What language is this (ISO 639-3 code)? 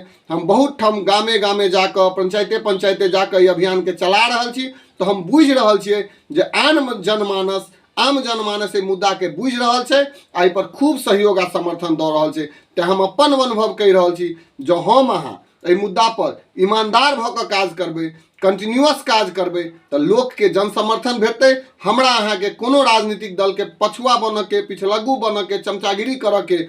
mai